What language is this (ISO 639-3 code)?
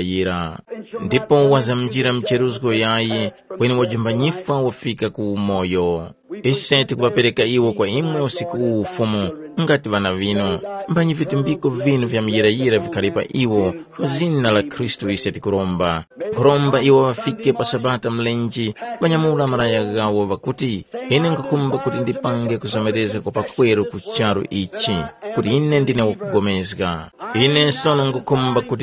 tum